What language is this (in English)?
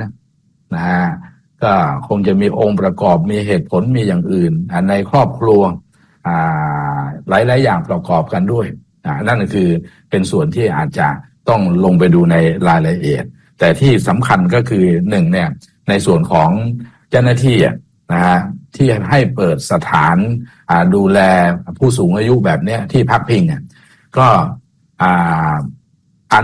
Thai